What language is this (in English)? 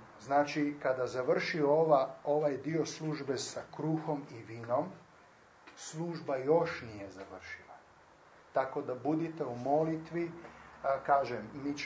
Croatian